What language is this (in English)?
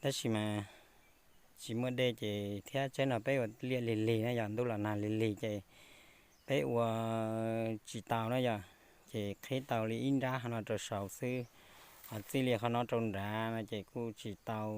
Hmong